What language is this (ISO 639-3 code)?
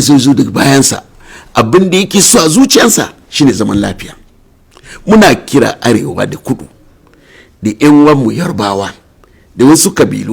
hau